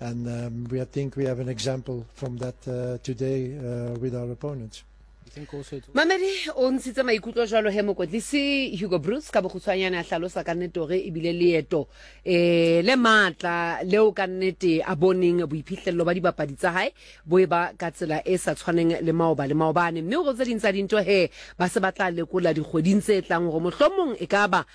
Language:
Southern Sotho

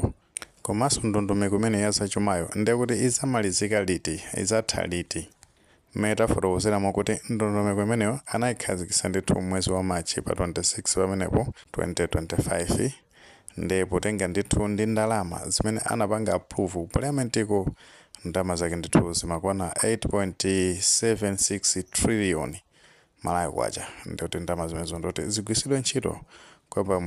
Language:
Nyanja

